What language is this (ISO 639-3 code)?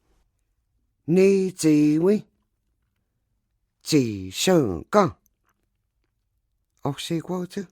chr